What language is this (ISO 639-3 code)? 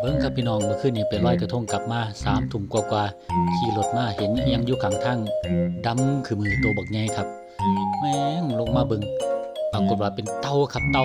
tts